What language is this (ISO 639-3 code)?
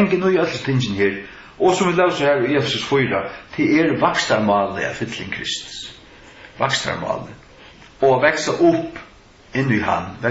fao